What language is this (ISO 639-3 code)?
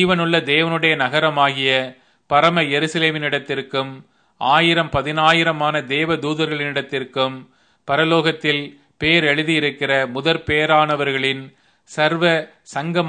tam